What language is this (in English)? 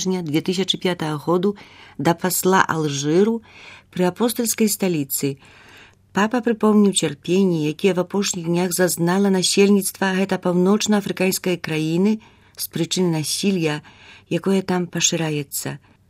Belarusian